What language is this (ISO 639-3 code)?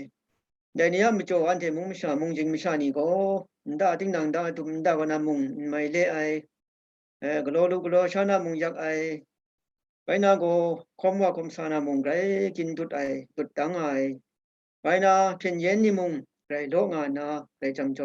kac